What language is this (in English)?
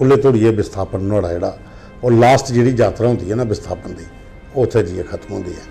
Dogri